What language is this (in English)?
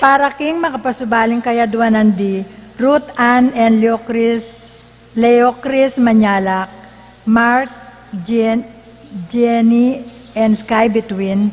Pampanga